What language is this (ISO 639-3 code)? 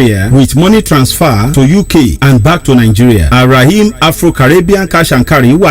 yor